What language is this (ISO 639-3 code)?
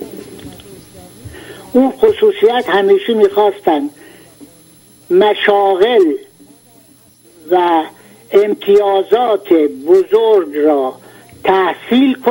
fas